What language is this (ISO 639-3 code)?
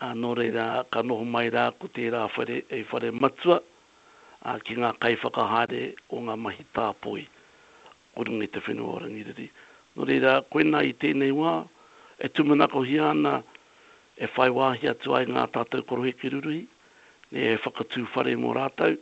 mri